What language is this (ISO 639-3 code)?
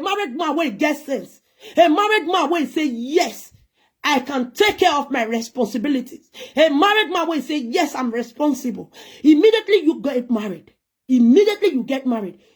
pcm